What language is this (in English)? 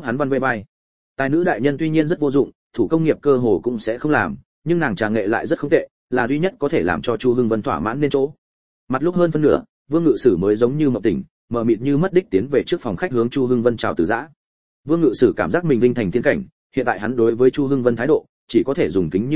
Vietnamese